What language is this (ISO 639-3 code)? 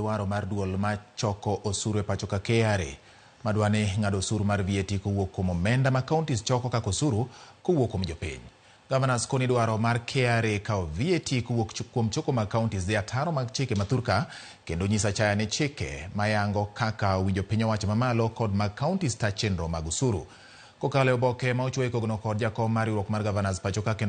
luo